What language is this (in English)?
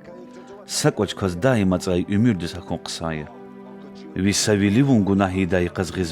Lezghian